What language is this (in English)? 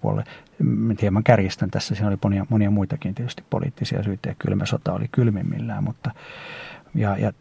Finnish